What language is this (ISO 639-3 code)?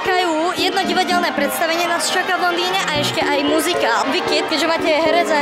slk